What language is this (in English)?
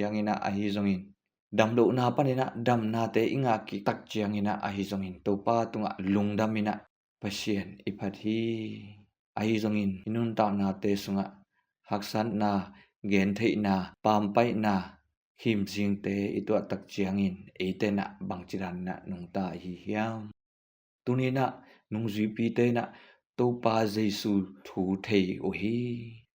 Tedim Chin